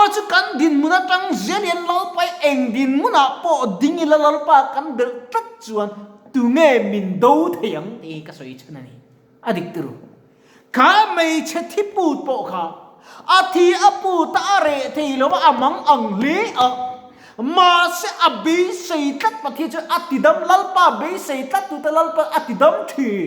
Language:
Mizo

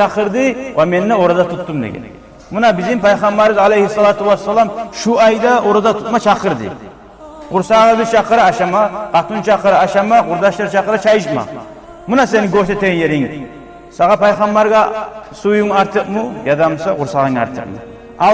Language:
Kumyk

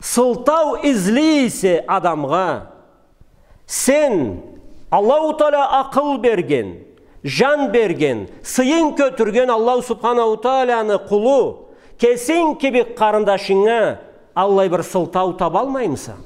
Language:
Karachay-Balkar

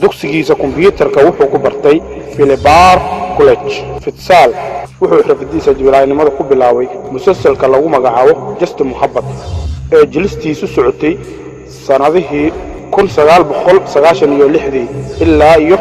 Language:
Somali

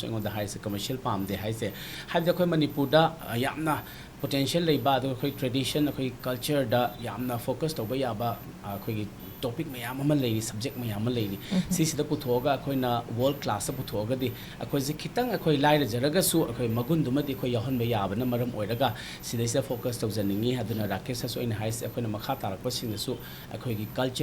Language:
Manipuri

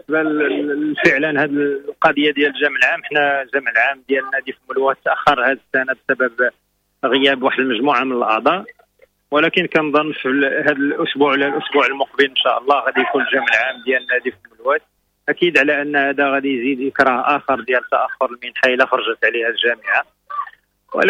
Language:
Moroccan Arabic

